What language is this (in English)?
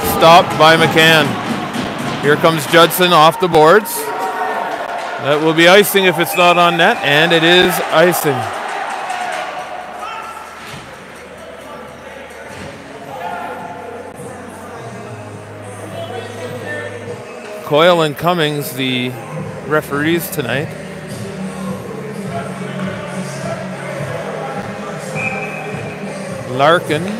English